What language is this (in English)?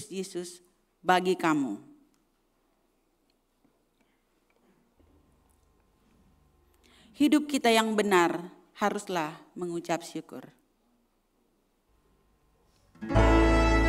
Indonesian